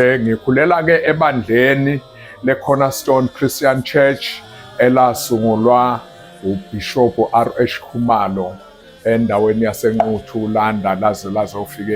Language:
Zulu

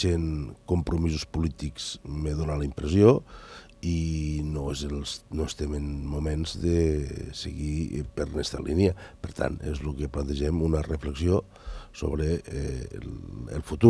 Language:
Catalan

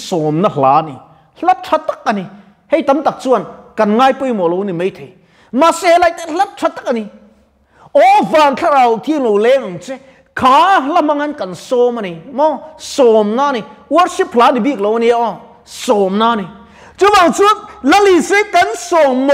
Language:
Mizo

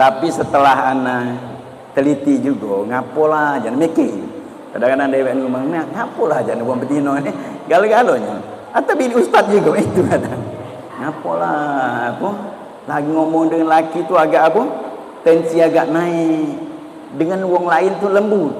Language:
Musi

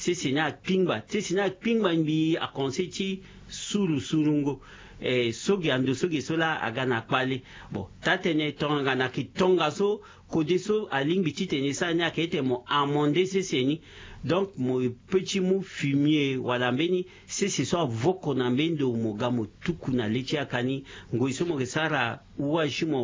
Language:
Sango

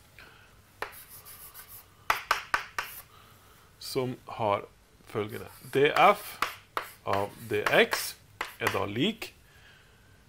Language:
Norwegian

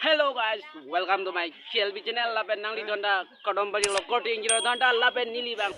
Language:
Karbi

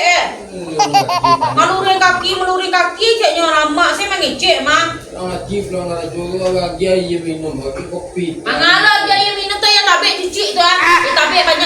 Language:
Minangkabau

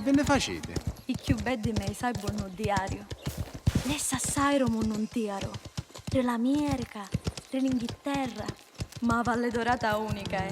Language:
Sicilian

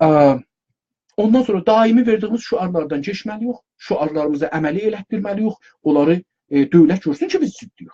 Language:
South Azerbaijani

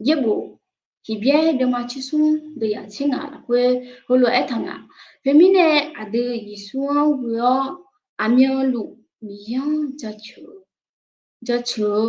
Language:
Akha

